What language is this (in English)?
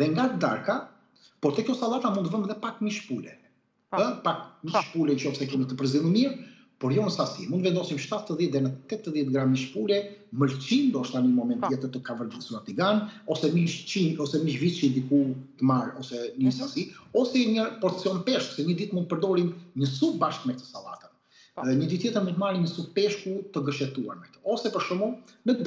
Albanian